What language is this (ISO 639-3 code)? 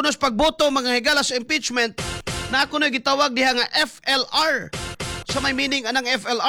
ceb